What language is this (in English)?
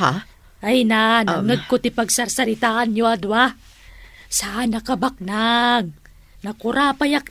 Iloko